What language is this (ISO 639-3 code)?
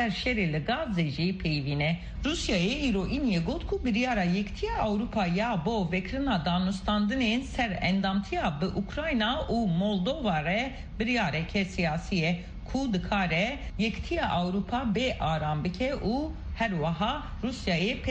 kur